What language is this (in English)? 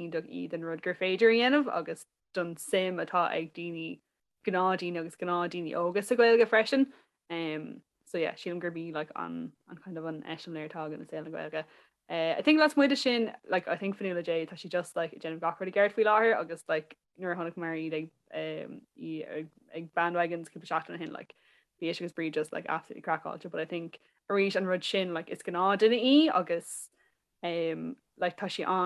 Irish